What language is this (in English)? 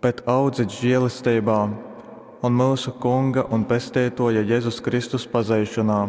Latgalian